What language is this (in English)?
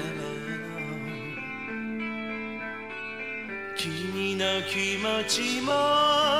Japanese